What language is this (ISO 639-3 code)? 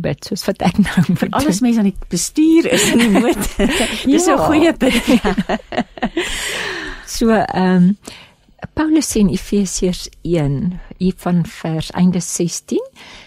afr